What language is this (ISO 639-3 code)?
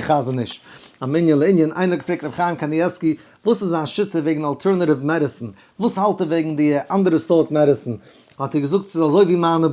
yid